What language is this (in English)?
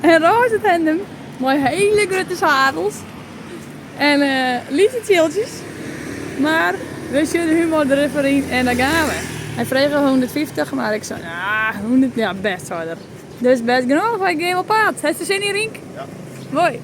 Western Frisian